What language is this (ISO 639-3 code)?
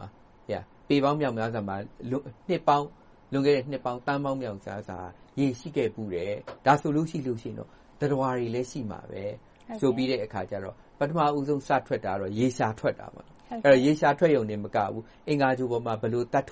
mya